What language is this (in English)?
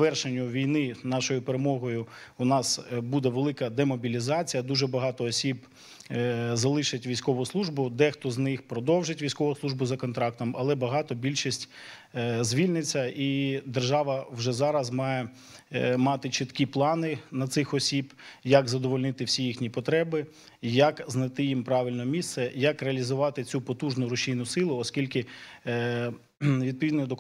Ukrainian